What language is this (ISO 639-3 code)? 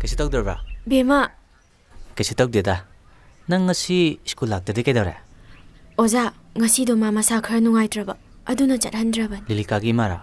mni